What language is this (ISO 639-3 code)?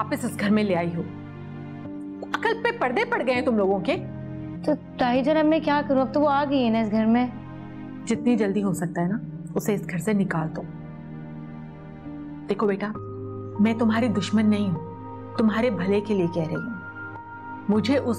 hin